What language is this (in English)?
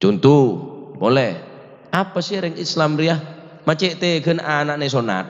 Madurese